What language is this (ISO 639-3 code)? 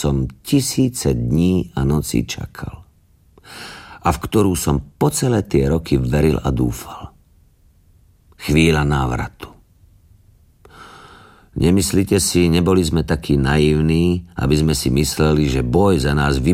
slk